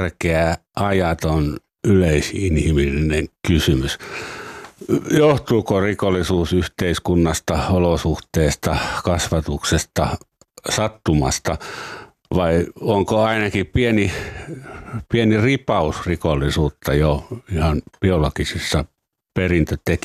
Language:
Finnish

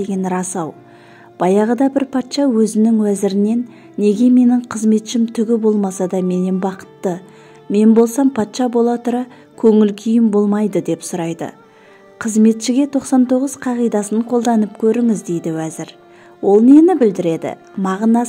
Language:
Kazakh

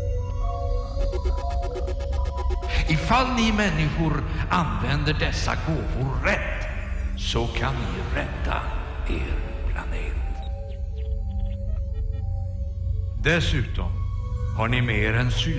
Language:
Swedish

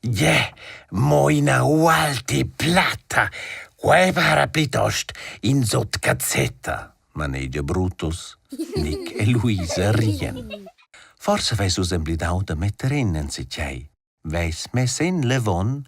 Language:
Romansh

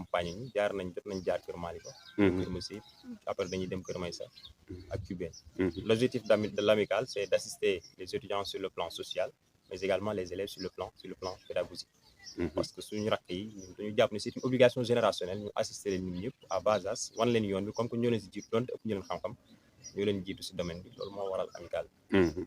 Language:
Wolof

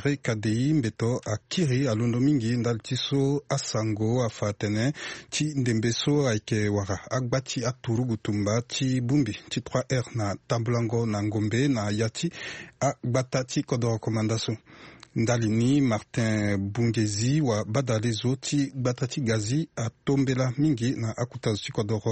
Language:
Sango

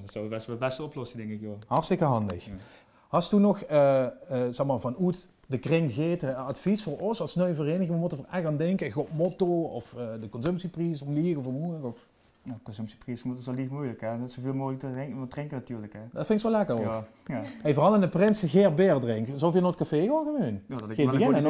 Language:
Limburgish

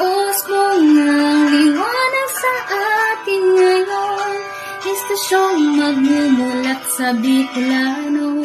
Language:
Bikol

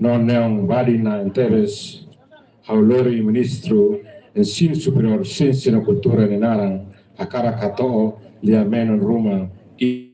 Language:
Tetum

